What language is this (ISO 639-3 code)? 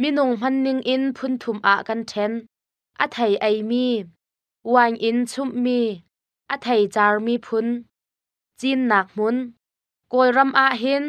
cnh